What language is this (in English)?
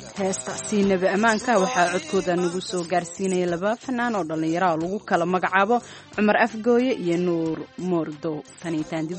Somali